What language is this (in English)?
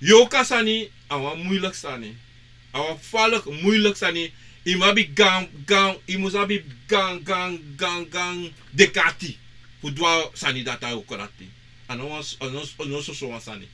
Sranan Tongo